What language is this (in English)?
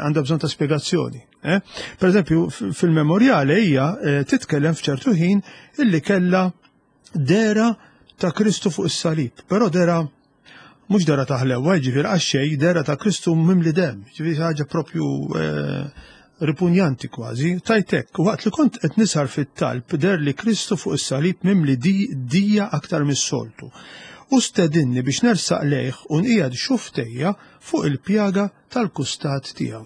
Maltese